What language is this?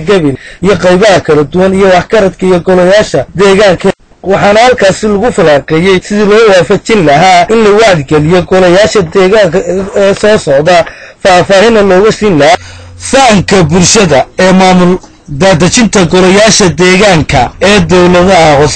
Somali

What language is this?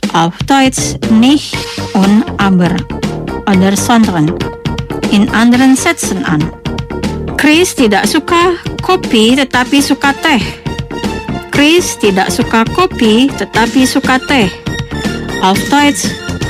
German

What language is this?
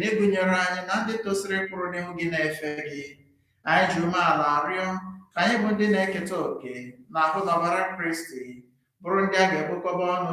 Igbo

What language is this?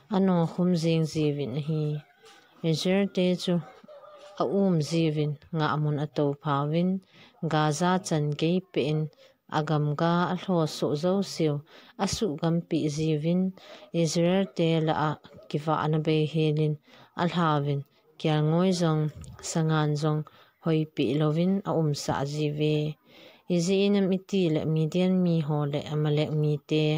Thado Chin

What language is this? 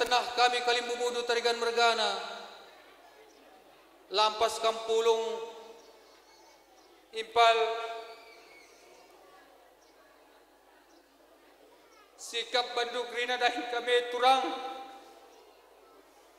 Batak Karo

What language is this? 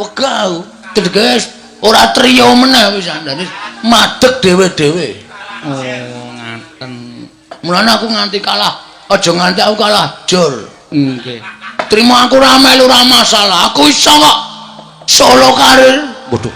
Javanese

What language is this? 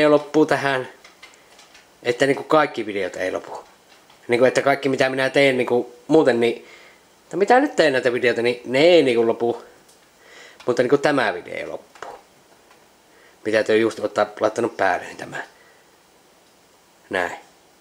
Finnish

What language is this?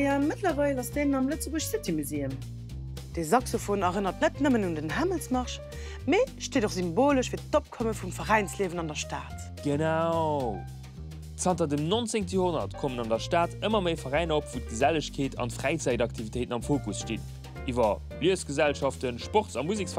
Luxembourgish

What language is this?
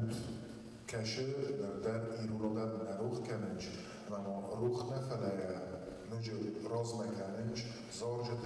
Ossetic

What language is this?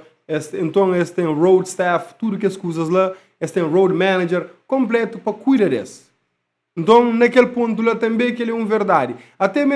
Kabuverdianu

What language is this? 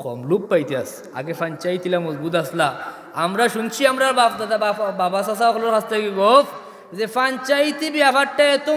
Sylheti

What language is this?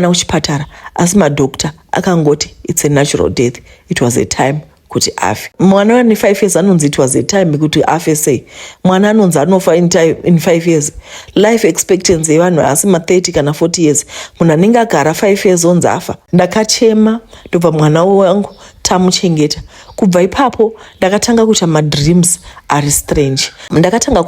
Shona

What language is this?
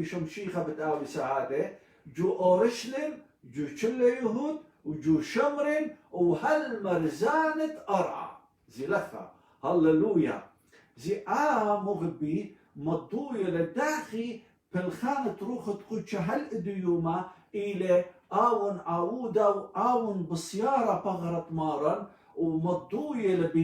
Assyrian Neo-Aramaic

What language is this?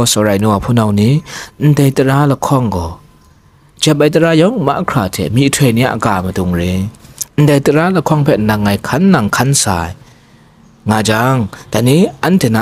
Kachin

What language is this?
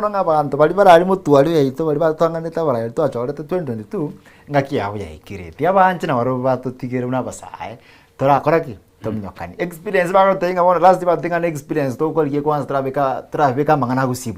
Gusii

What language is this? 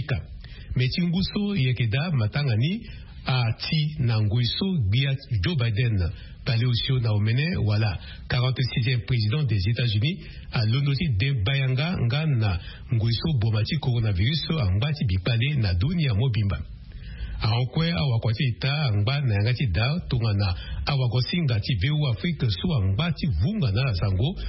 Sango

